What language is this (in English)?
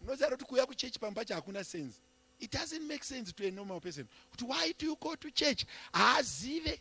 Shona